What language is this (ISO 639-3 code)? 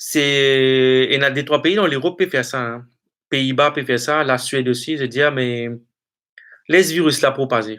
mfe